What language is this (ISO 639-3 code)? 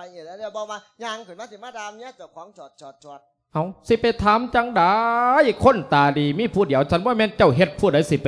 lao